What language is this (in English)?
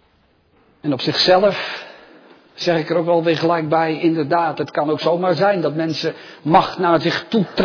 Dutch